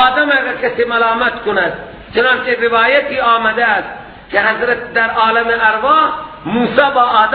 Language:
Persian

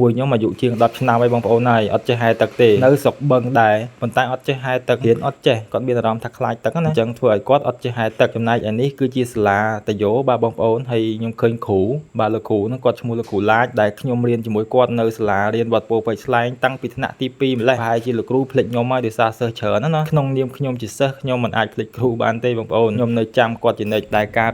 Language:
Khmer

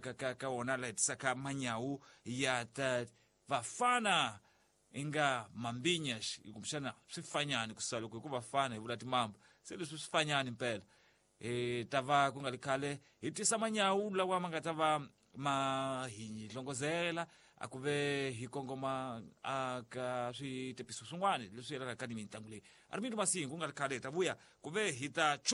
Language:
Tsonga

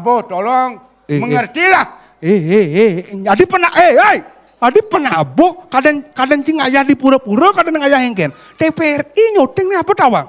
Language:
Balinese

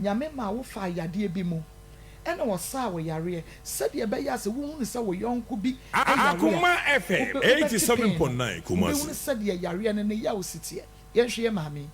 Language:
Akan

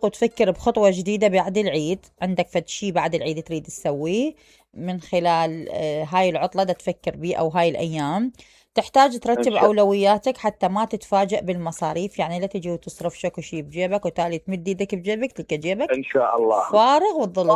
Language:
Mesopotamian Arabic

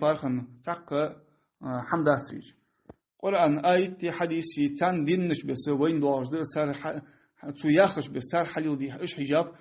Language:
Ingush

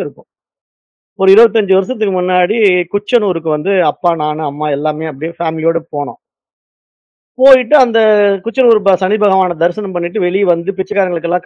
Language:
Tamil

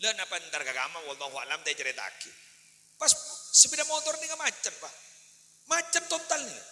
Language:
Madurese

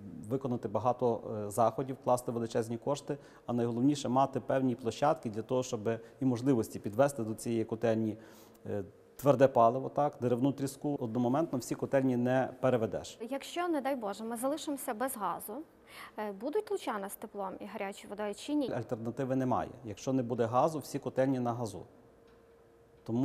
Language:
Ukrainian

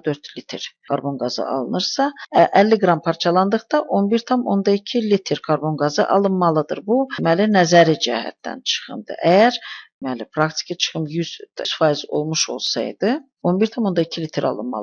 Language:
Azerbaijani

